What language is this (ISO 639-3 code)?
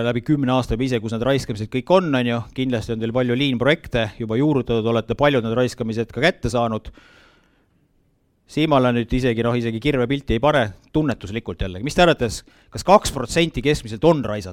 est